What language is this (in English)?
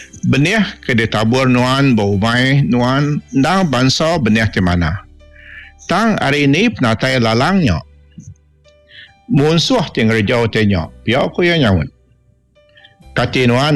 Iban